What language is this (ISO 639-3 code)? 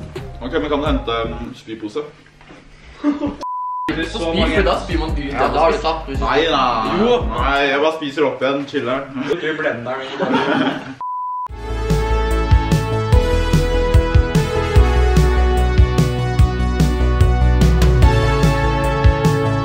nor